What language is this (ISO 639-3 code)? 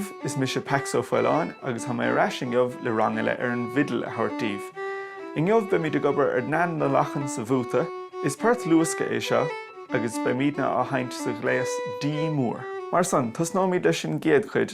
gle